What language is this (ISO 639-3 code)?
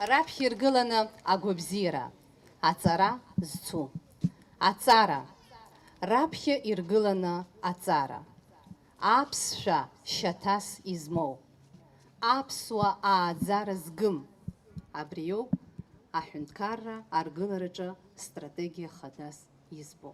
abk